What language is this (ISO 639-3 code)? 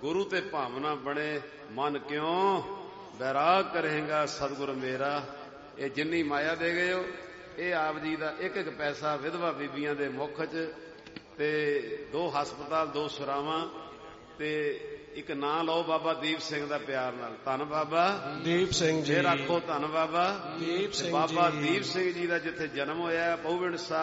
pan